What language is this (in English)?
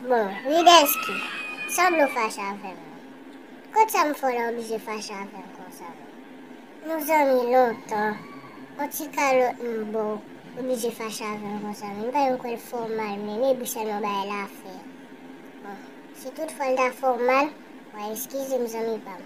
Haitian Creole